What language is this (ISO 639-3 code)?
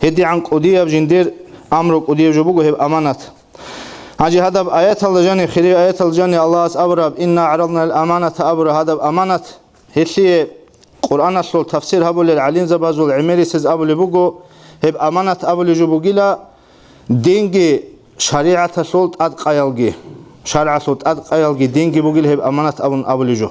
ava